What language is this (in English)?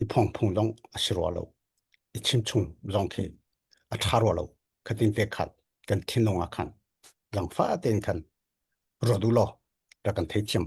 Hakha Chin